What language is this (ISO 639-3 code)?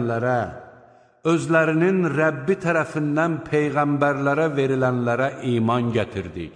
aze